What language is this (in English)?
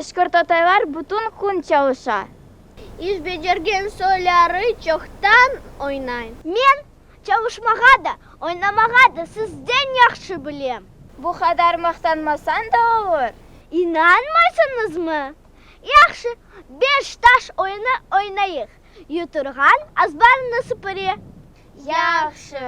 Crimean Tatar